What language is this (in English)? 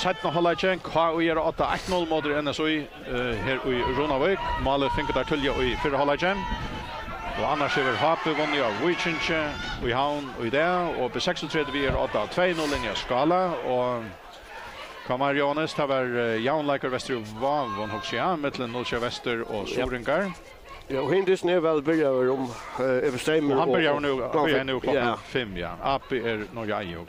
Faroese